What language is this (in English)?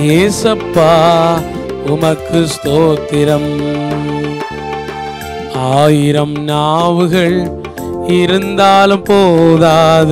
Tamil